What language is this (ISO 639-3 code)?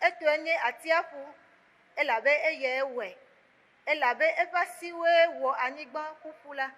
ewe